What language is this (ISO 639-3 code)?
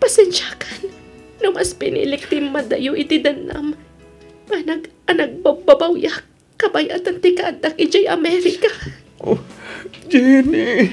ilo